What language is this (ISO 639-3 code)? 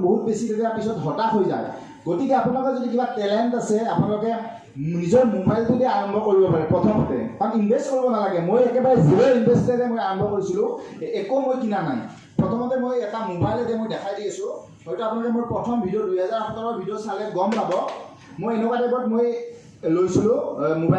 asm